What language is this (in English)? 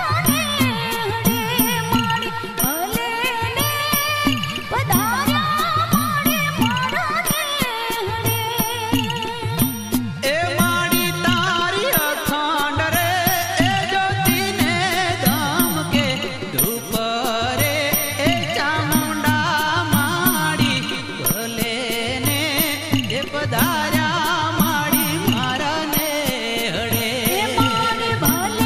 Gujarati